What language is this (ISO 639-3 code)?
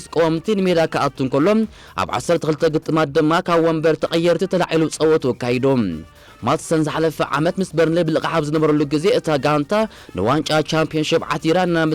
tir